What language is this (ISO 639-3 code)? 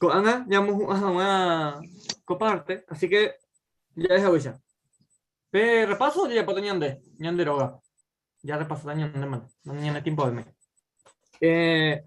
grn